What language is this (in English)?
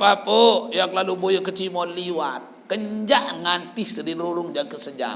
Sasak